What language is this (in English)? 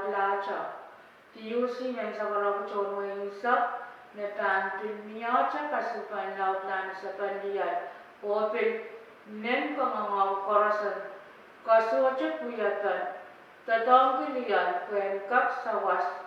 Pohnpeian